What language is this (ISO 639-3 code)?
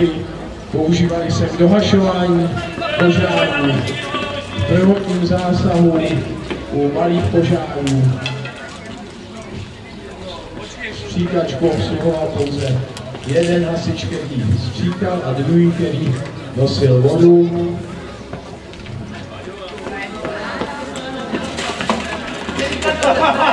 ces